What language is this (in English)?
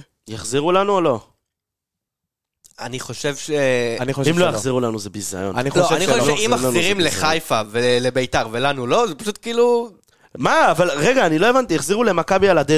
Hebrew